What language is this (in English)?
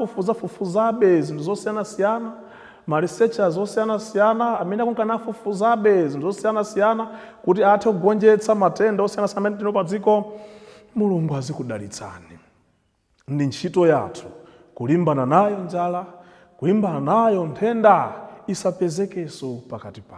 Nyanja